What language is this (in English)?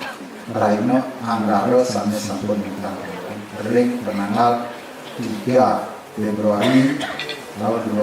Balinese